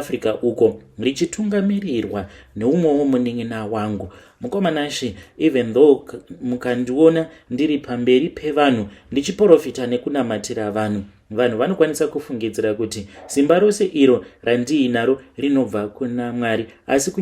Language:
Shona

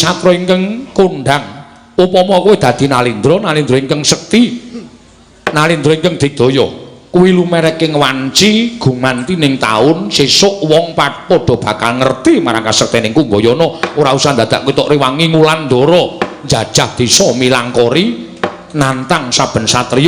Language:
Javanese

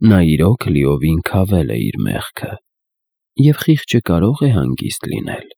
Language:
Armenian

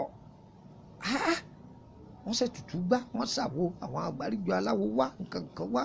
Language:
Yoruba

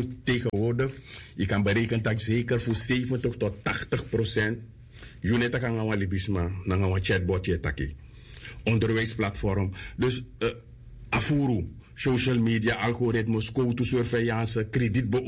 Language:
Sranan Tongo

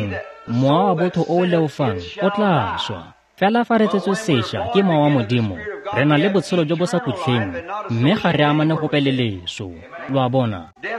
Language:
Tswana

